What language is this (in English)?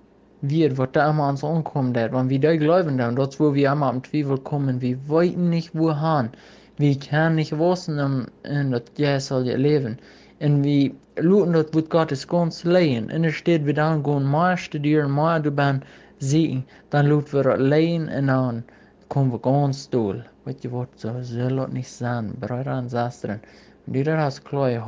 Plautdietsch